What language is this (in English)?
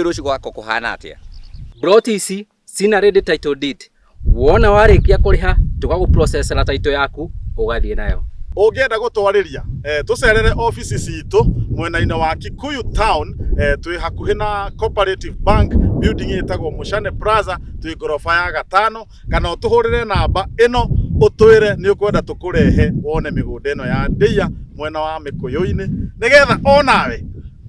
Kikuyu